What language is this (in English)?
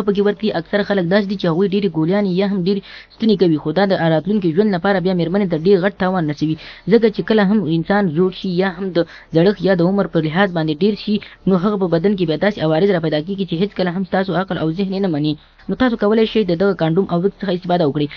Pashto